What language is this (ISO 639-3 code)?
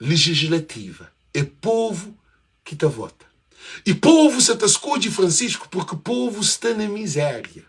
kea